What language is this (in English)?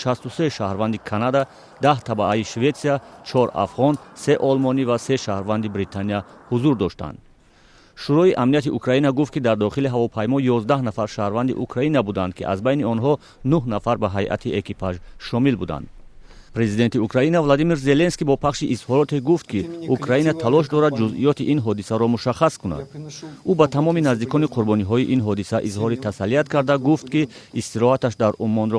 Tajik